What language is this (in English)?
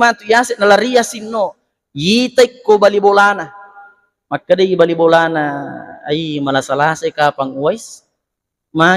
Buginese